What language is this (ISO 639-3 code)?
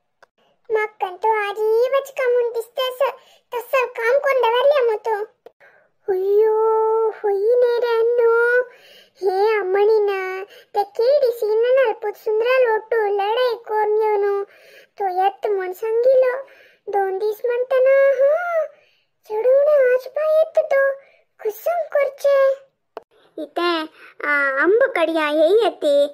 kok